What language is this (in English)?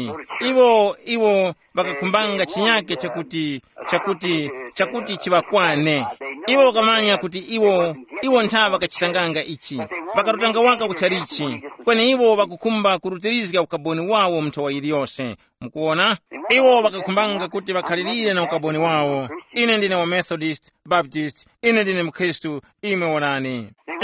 Tumbuka